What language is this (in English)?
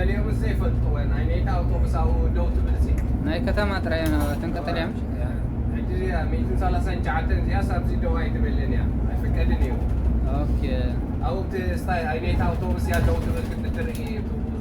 Tigrinya